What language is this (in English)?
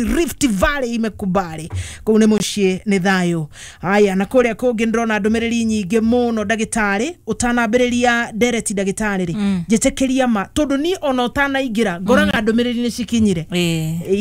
Kikuyu